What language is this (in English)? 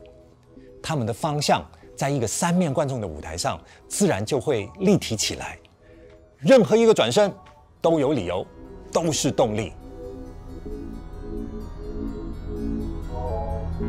Chinese